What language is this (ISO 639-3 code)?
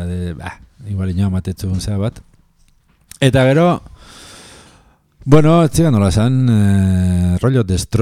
eus